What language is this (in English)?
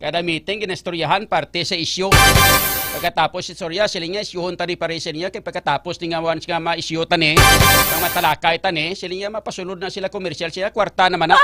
Hiligaynon